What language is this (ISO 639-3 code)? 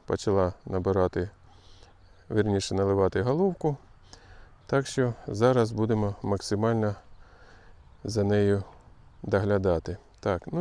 ukr